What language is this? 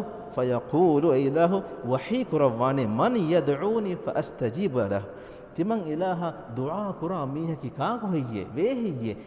Divehi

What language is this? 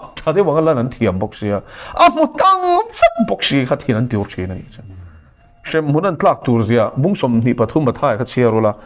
Mizo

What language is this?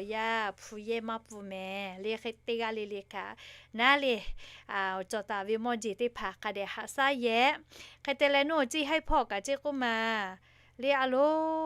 Lahu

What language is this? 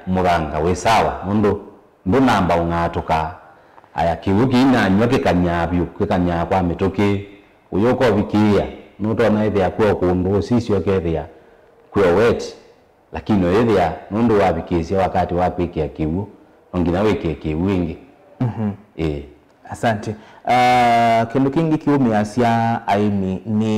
Kamba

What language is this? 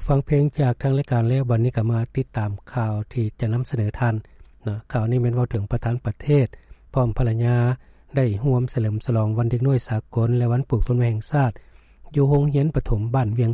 Lao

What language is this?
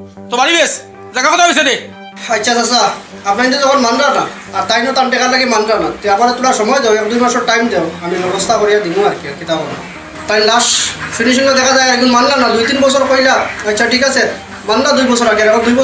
Sylheti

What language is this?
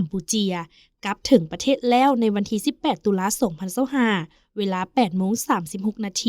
Lao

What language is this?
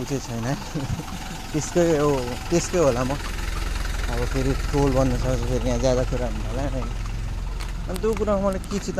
Nepali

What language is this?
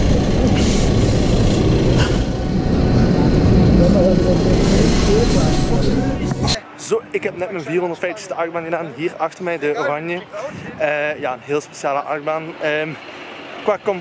Dutch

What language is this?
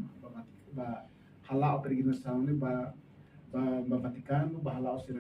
Tetum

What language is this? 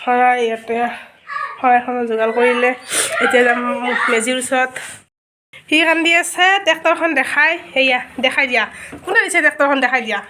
Assamese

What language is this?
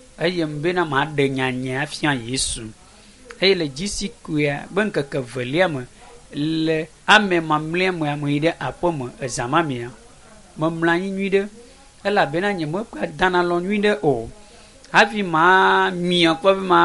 Ewe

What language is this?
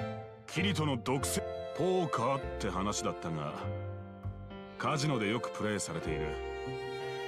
Japanese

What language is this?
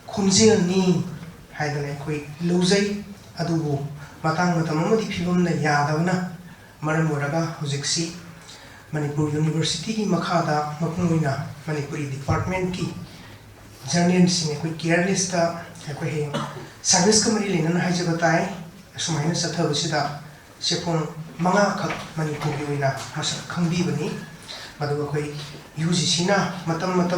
Manipuri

